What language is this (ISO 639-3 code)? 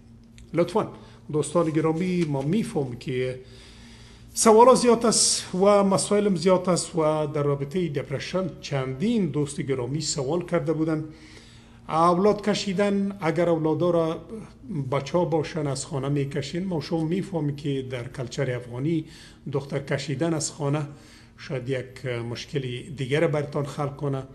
fas